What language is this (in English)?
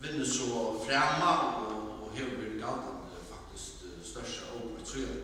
Faroese